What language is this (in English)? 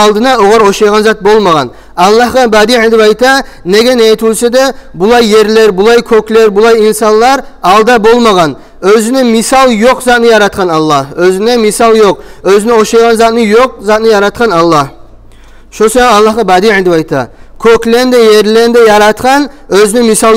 Kumyk